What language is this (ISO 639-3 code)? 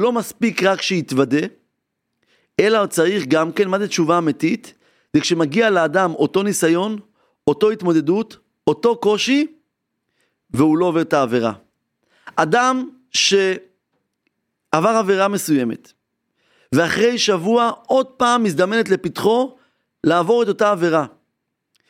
heb